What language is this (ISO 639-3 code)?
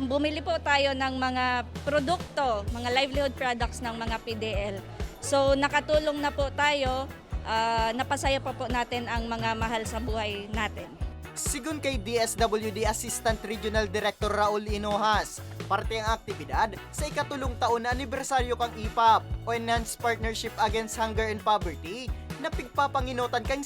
bik